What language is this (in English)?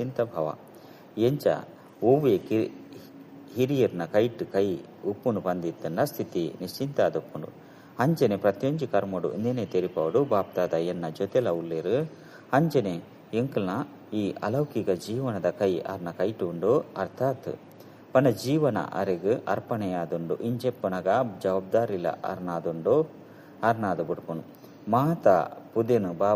Tulu